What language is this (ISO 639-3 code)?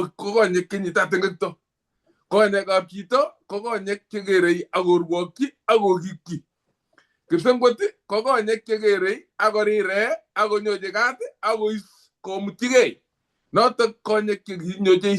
kln